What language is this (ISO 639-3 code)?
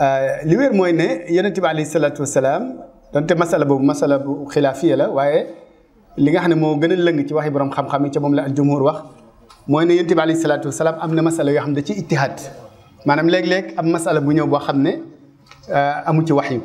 wol